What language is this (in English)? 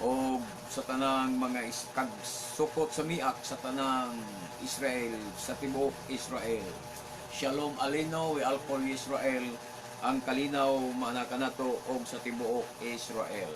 Cebuano